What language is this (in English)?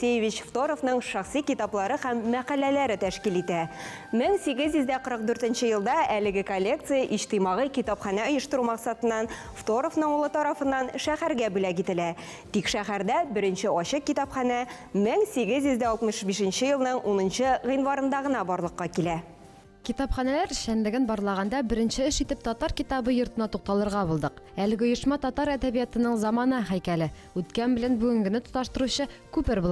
Tatar